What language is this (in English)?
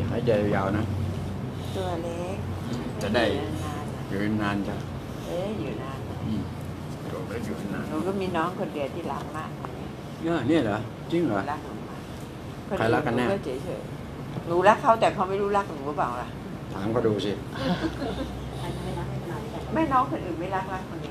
Thai